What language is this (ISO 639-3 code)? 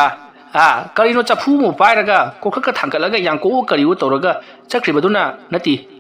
mni